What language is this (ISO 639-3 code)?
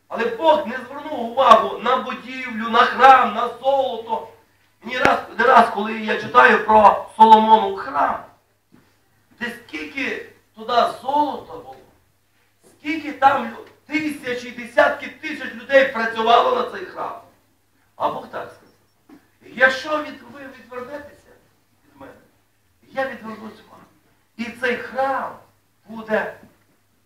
ukr